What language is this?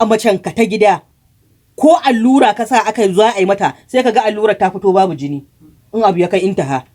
Hausa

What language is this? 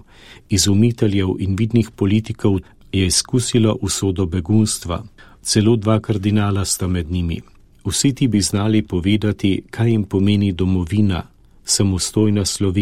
Slovenian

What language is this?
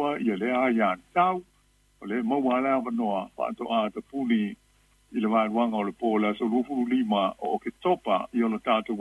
Samoan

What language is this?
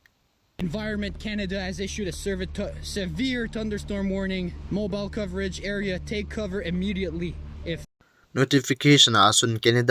Thado Chin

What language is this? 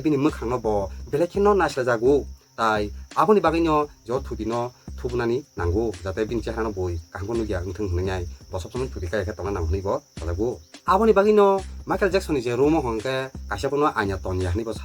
Kok Borok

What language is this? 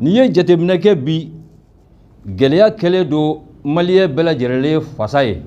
Bambara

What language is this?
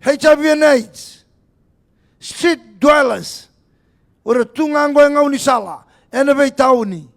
Fijian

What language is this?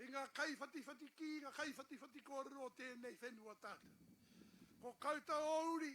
Māori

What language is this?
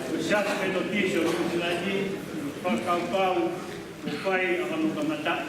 Tongan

